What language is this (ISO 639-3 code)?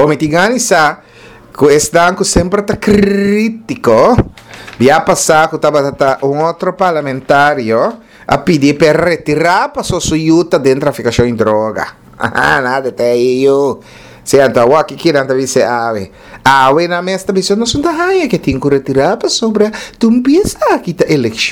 pap